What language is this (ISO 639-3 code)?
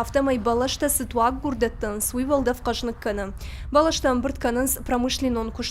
oss